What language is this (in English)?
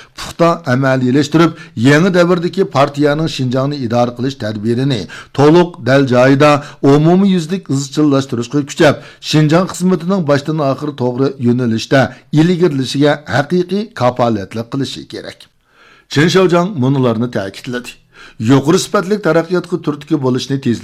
Uyghur